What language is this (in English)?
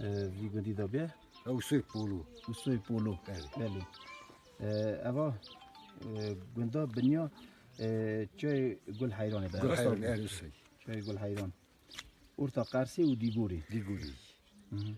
Kurdish